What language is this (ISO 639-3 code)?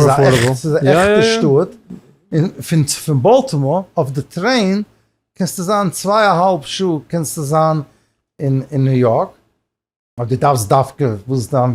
yid